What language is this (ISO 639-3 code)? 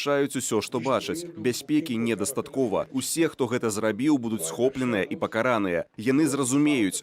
bel